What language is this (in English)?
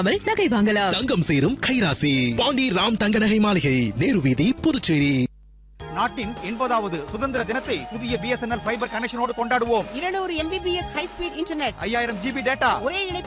Tamil